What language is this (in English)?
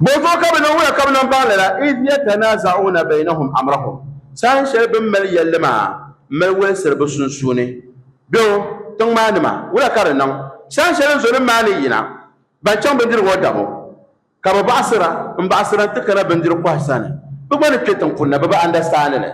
Dagbani